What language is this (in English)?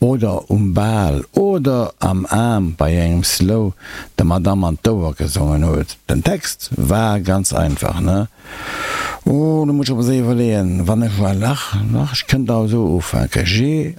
Luxembourgish